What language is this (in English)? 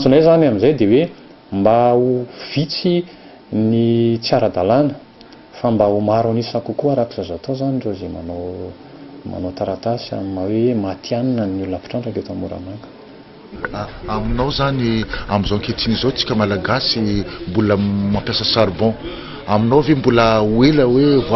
Malagasy